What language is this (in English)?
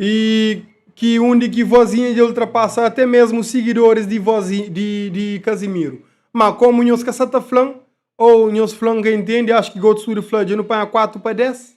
Kabuverdianu